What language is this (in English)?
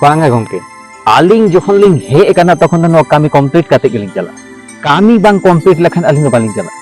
Santali